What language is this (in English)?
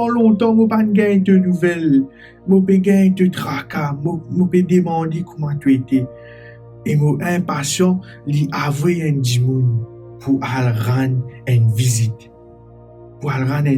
Morisyen